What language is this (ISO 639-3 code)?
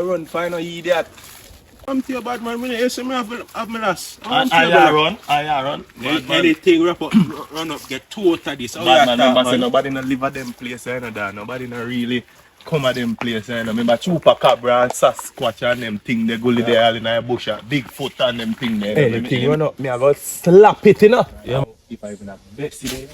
jam